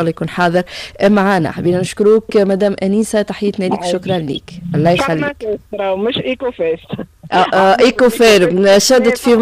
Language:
Tunisian Arabic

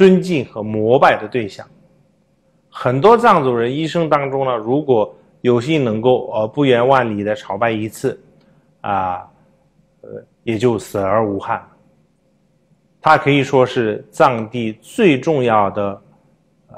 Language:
Chinese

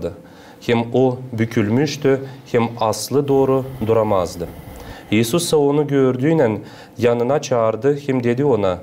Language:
Gagauz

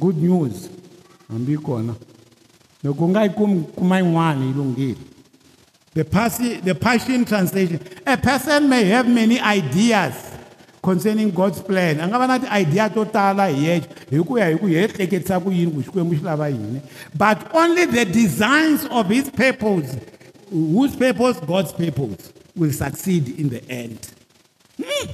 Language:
Tsonga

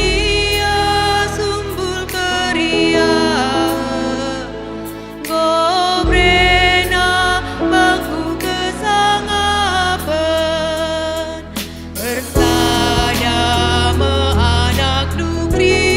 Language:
Batak Karo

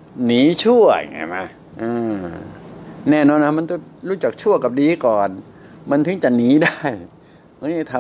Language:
Thai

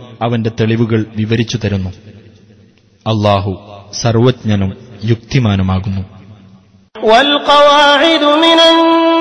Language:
Malayalam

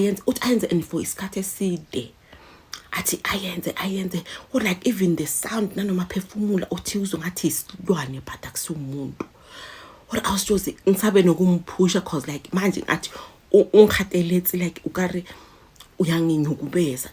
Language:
Zulu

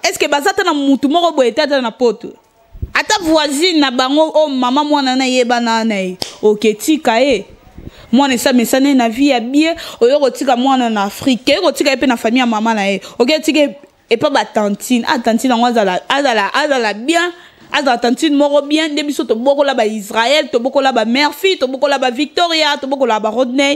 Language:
Lingala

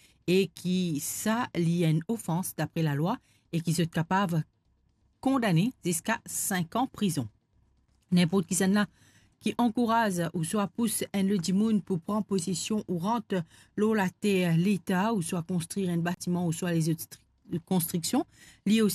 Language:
Morisyen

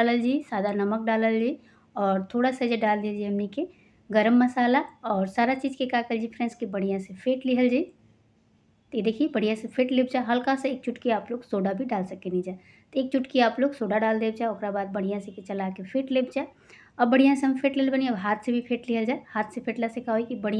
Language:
Bhojpuri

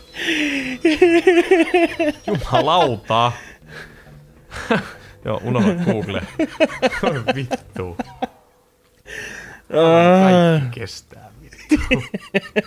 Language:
Finnish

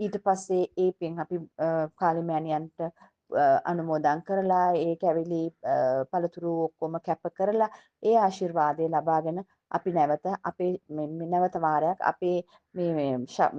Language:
Sinhala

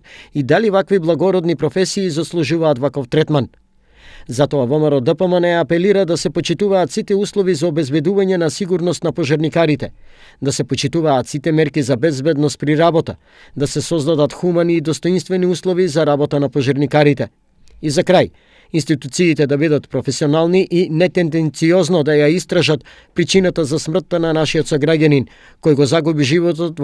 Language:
Macedonian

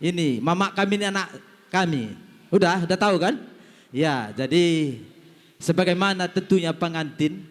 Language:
Batak Karo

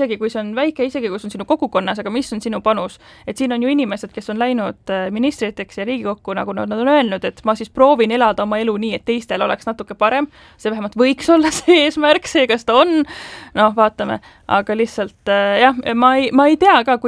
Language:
Estonian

